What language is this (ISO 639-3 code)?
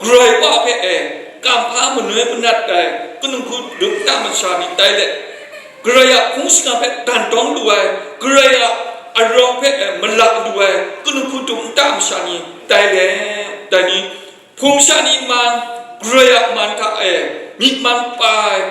kac